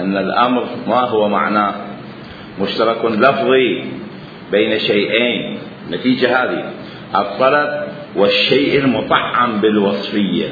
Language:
Mesopotamian Arabic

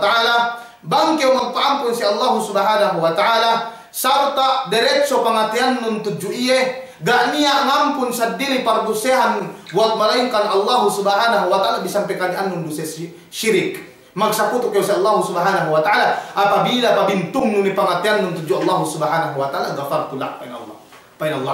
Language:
Yakan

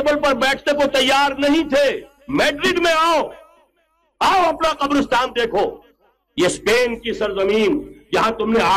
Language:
Urdu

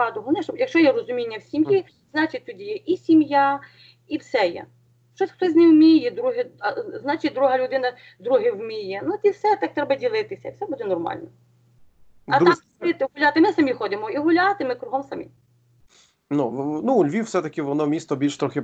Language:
Ukrainian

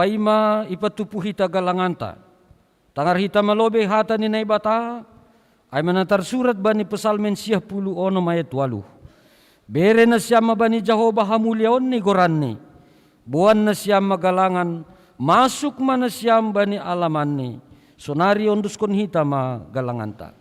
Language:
Batak Simalungun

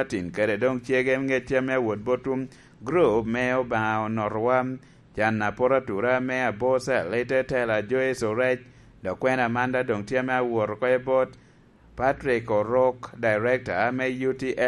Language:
Lango (Uganda)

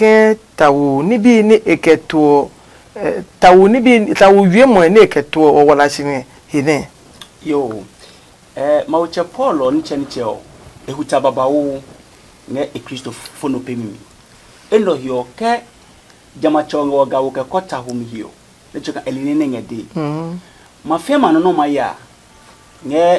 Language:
Adangme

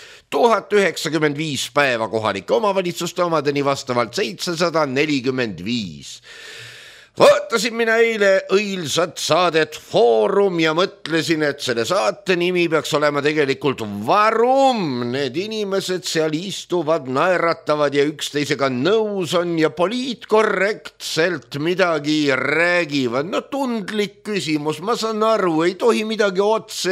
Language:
Estonian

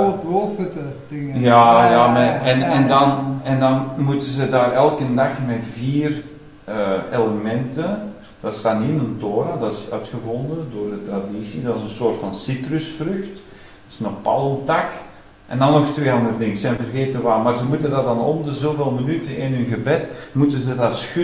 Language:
Dutch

